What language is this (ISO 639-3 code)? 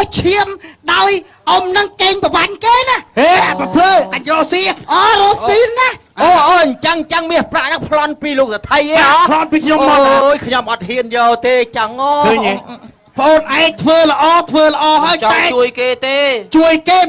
khm